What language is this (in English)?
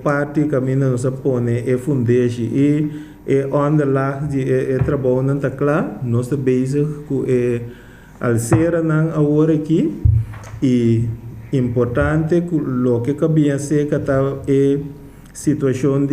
Papiamento